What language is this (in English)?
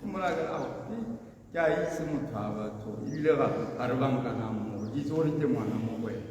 Tswana